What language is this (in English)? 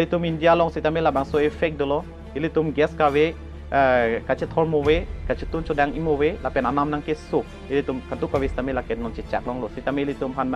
Karbi